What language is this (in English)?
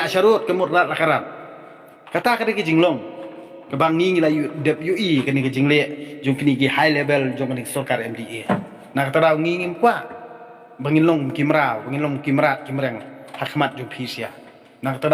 Khasi